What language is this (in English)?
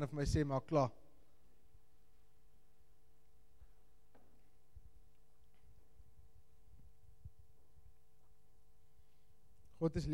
Afrikaans